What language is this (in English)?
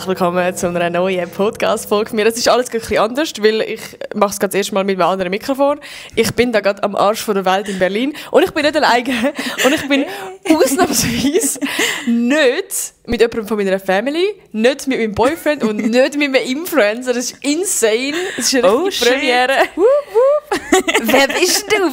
Swiss German